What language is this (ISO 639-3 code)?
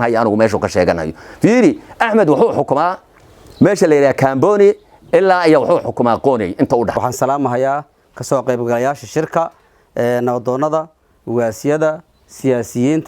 som